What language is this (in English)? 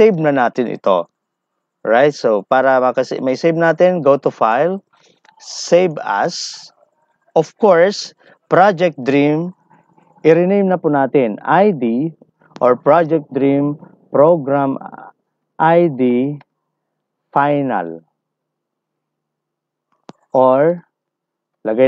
Filipino